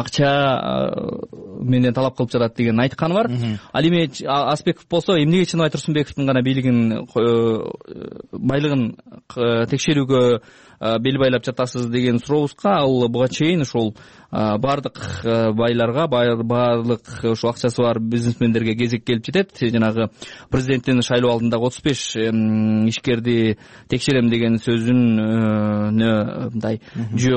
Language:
Kyrgyz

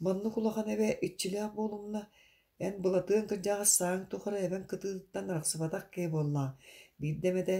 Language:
Yakut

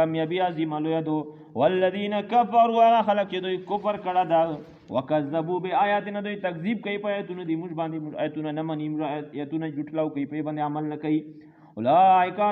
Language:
Pashto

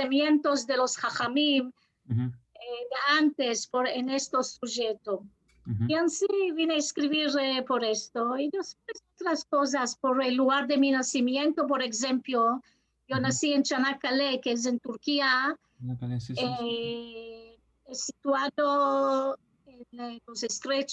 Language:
Ladino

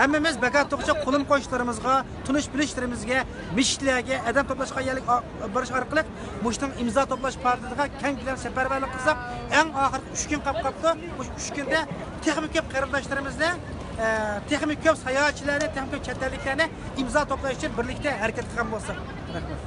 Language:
Uyghur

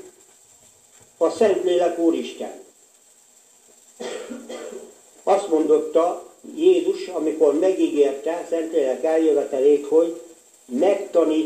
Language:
Hungarian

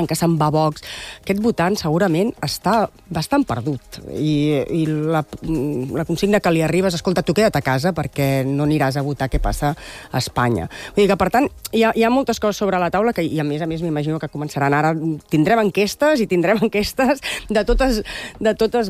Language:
Catalan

